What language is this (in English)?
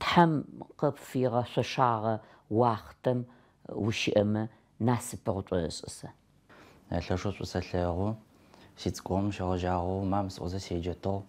Adyghe